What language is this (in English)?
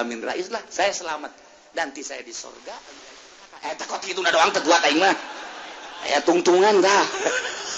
Sundanese